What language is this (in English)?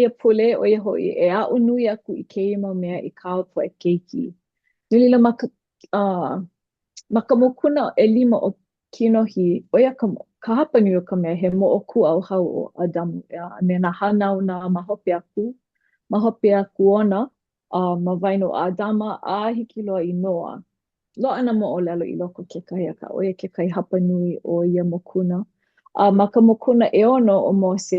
Hawaiian